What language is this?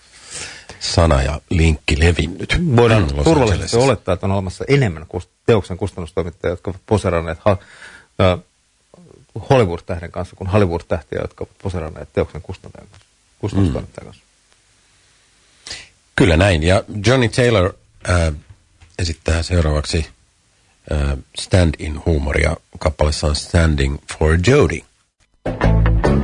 Finnish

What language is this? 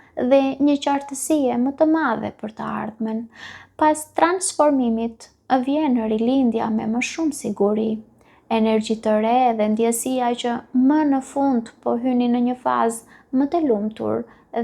Albanian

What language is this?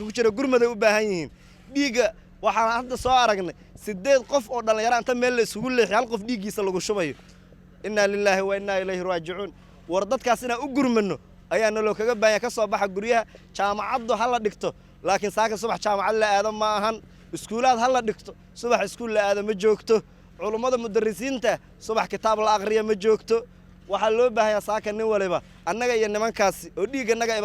Somali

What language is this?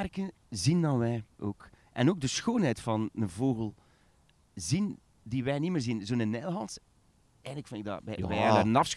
Dutch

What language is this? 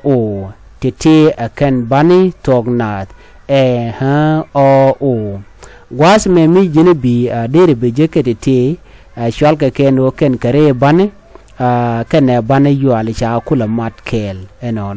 Nuer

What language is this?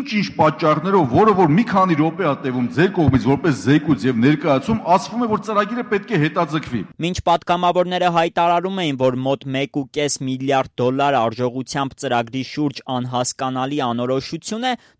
Armenian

